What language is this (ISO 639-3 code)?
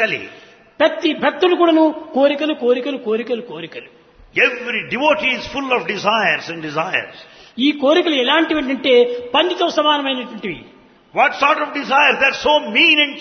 tel